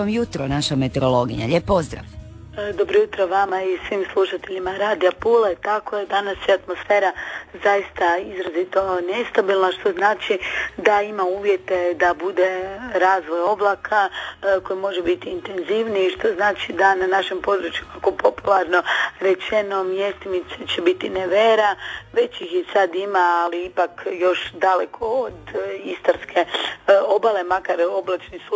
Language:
Croatian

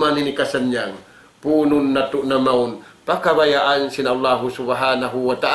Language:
Tausug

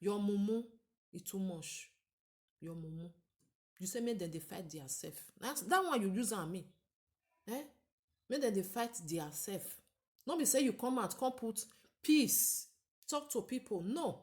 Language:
Nigerian Pidgin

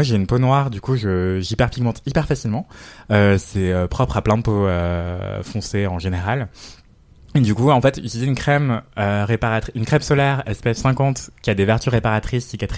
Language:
French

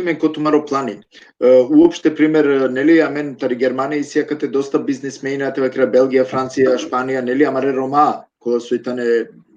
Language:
Balkan Romani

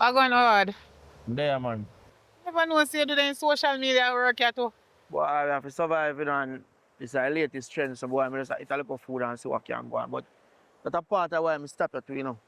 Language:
Jamaican Creole English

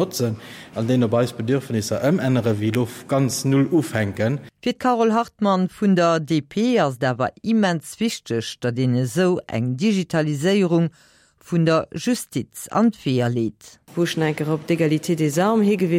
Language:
Luxembourgish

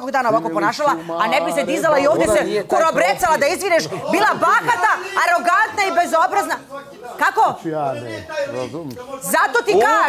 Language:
Bosnian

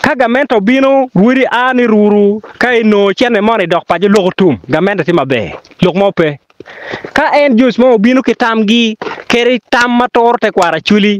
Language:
Acoli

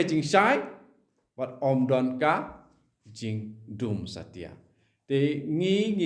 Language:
Khasi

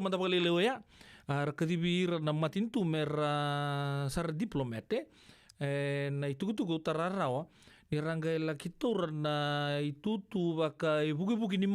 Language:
Fijian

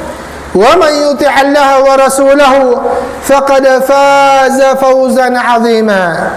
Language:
Tausug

